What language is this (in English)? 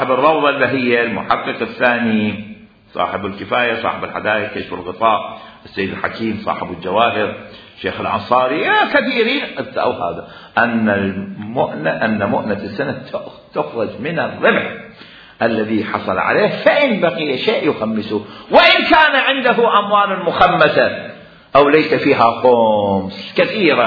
Mesopotamian Arabic